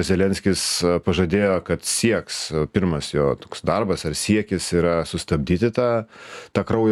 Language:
Lithuanian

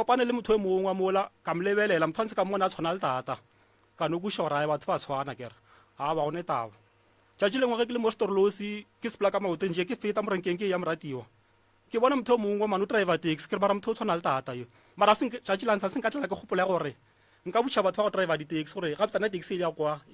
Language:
Northern Sotho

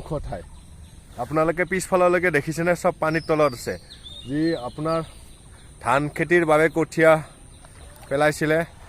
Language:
Assamese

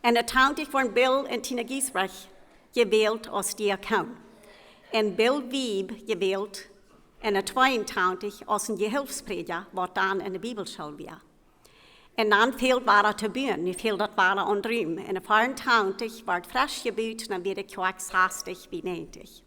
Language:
Plautdietsch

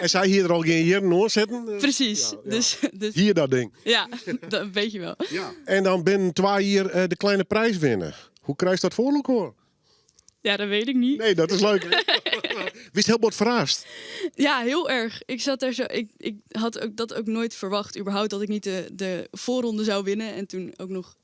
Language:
Western Frisian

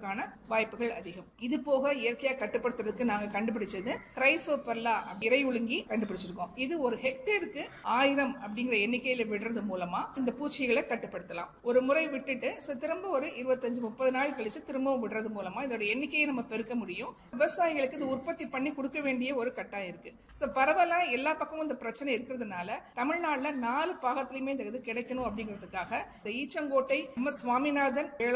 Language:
Tamil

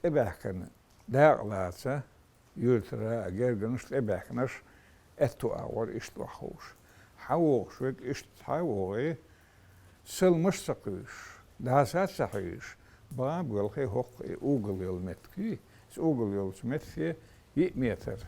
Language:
Chechen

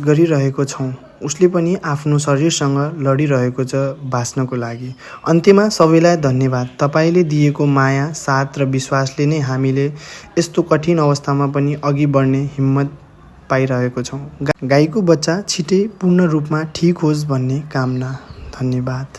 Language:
Nepali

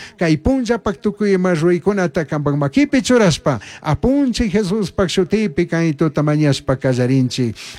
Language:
Chimborazo Highland Quichua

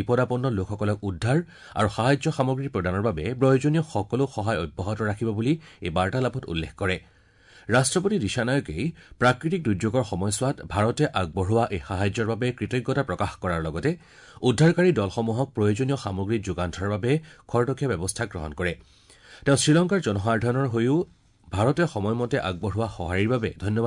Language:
Assamese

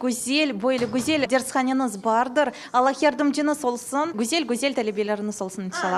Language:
Crimean Tatar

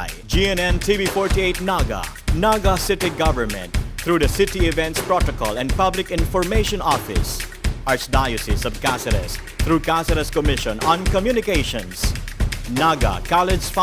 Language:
Bikol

